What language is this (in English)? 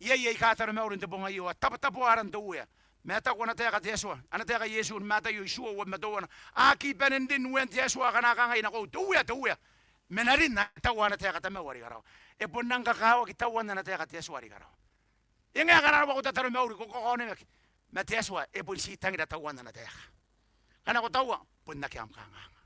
Gilbertese